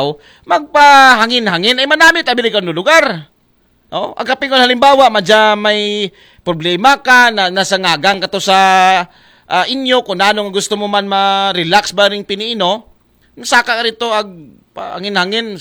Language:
Aklanon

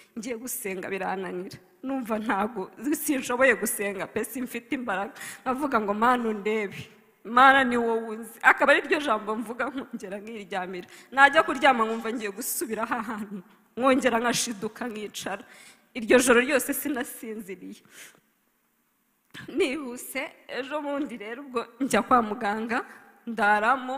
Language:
Kinyarwanda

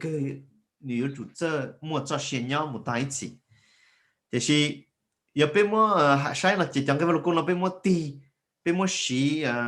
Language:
Hmong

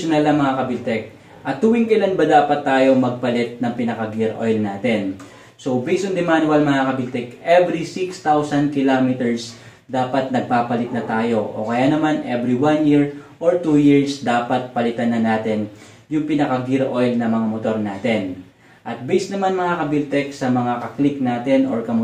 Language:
Filipino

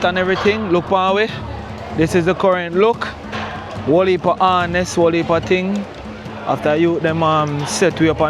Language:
Jamaican Creole English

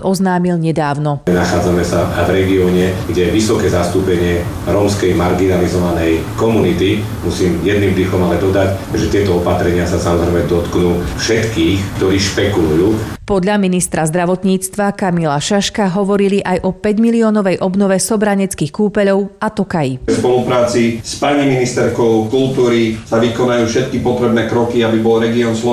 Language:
Slovak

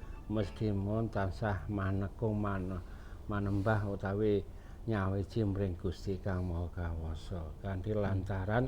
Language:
Javanese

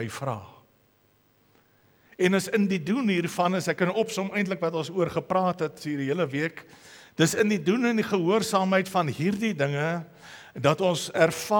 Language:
Afrikaans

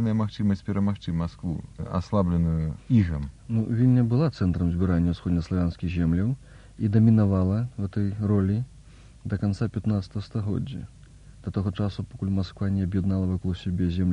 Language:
Belarusian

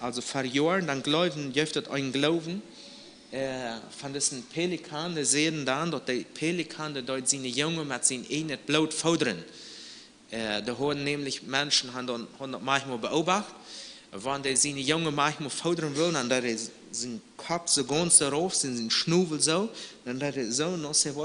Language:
Plautdietsch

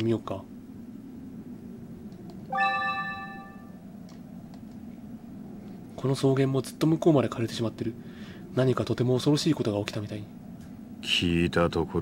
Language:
Japanese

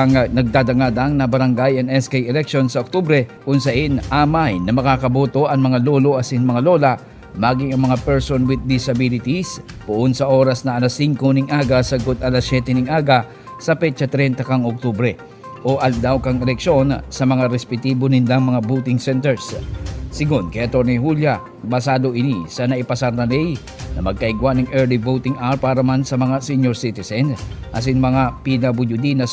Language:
Bikol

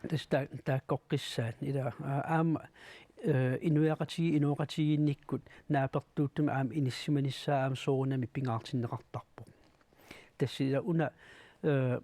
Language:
Kalaallisut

